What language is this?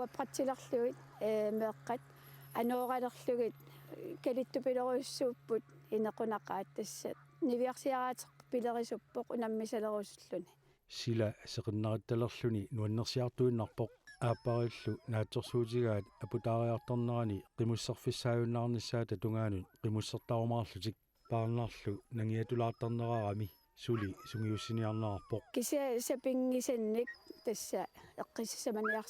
Kalaallisut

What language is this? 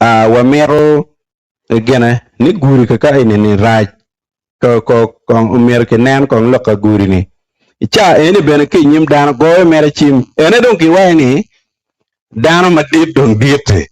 Acoli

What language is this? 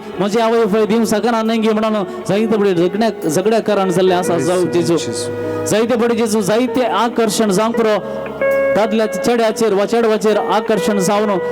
Konkani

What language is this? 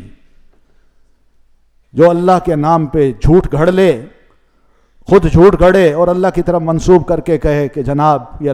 Urdu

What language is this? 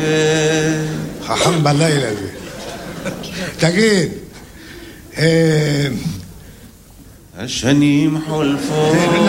Hebrew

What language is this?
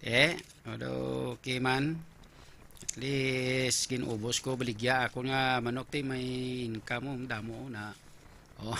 Hiligaynon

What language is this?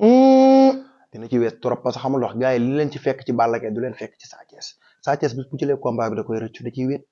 Wolof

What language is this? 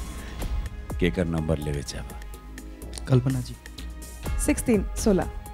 Bhojpuri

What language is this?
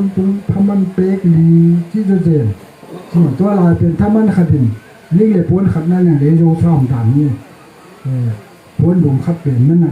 Tedim Chin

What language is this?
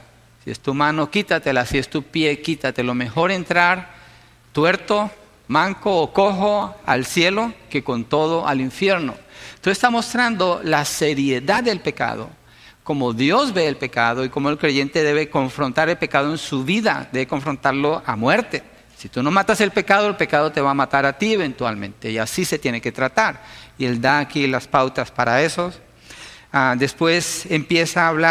Spanish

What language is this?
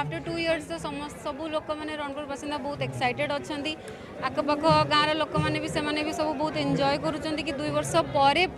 Odia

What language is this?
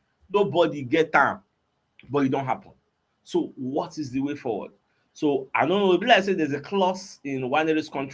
Nigerian Pidgin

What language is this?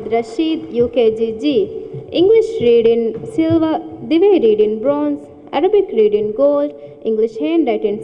Divehi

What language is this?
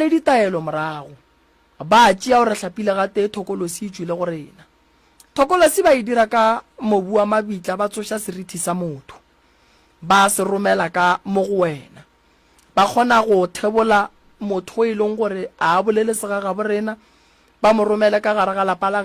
Northern Sotho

